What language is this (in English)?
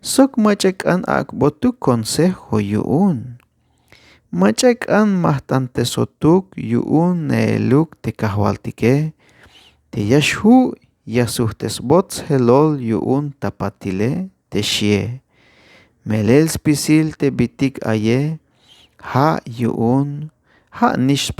Tzeltal